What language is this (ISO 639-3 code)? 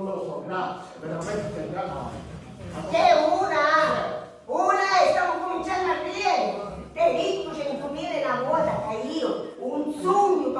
scn